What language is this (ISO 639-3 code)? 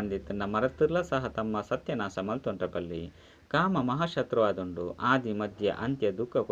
tcy